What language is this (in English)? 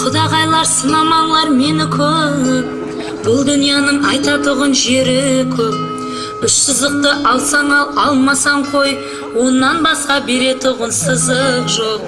Kara-Kalpak